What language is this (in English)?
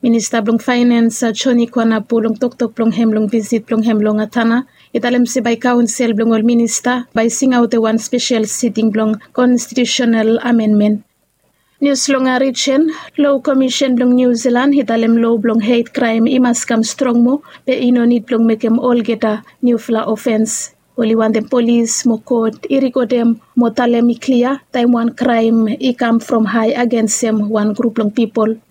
Bislama